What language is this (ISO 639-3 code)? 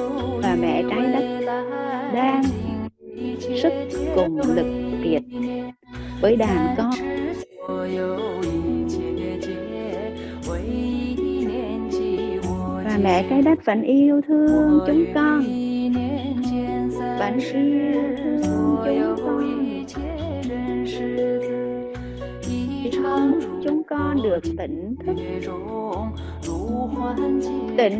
vie